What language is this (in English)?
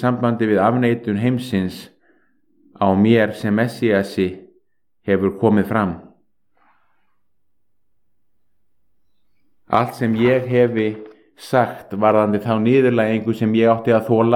Icelandic